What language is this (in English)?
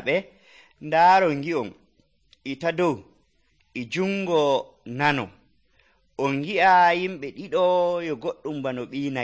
Nigerian Fulfulde